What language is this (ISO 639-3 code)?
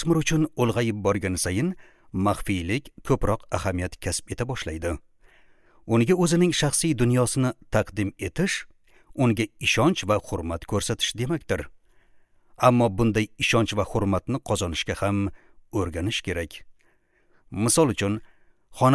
uzb